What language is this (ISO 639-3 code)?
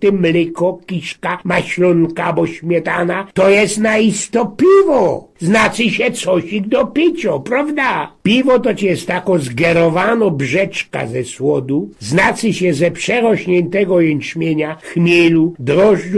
szl